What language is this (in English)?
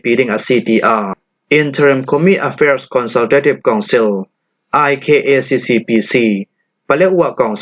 Falam Chin